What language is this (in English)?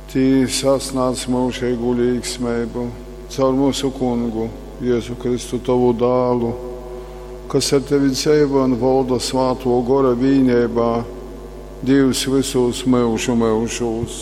Latgalian